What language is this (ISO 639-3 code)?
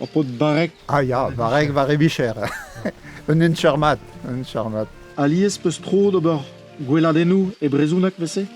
bre